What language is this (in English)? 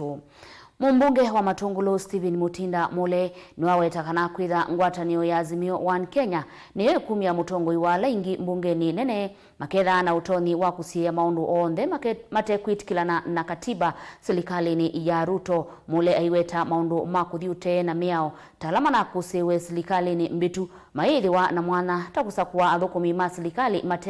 Kamba